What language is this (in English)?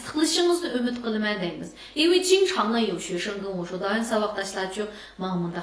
Uyghur